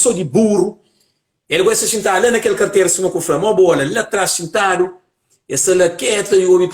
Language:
Kabuverdianu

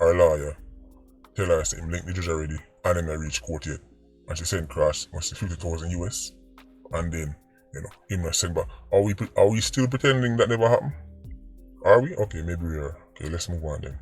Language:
Jamaican Creole English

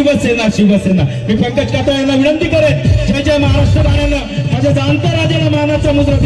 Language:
Marathi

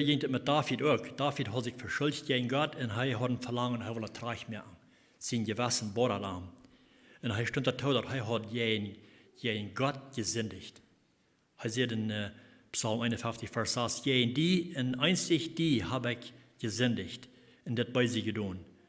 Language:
Plautdietsch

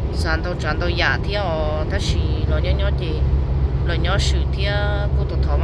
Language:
Hmong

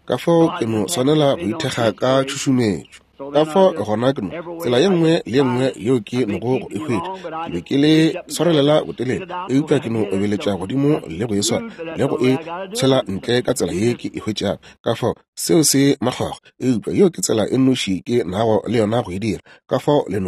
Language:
Northern Sotho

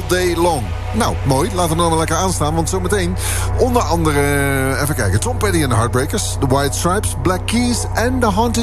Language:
Dutch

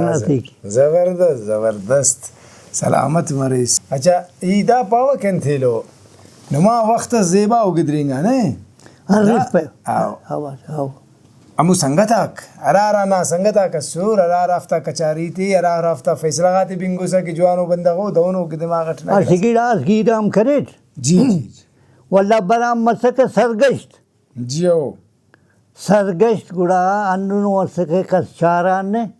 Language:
Brahui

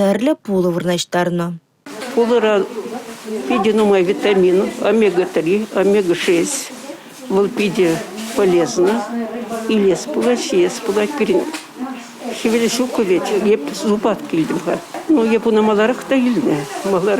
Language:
Chuvash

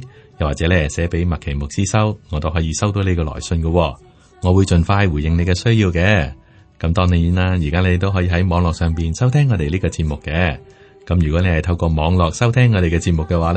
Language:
Cantonese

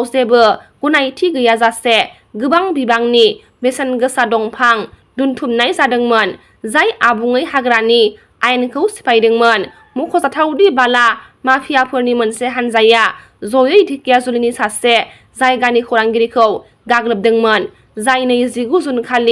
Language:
Bodo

